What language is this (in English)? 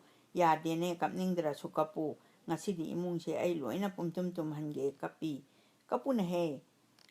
Manipuri